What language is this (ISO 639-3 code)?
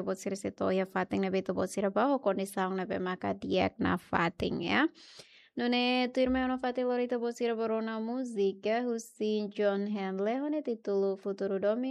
tet